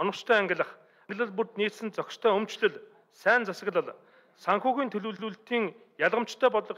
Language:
Mongolian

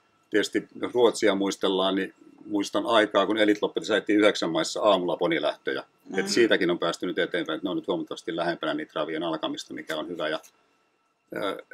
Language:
Finnish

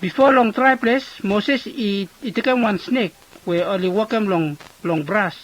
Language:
Bislama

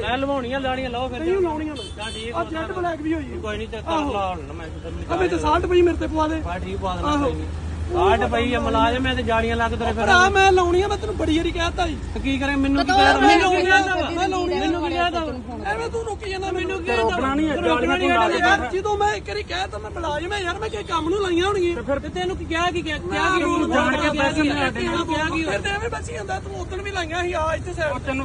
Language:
Punjabi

